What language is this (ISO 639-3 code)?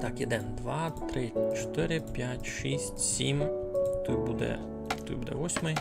rue